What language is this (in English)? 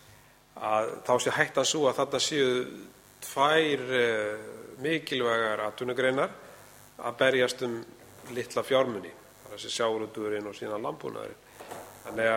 Icelandic